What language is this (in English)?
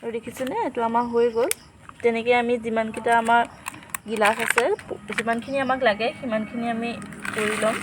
Assamese